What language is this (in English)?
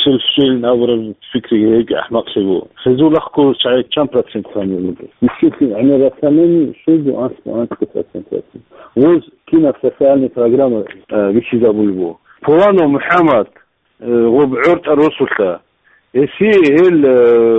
Avaric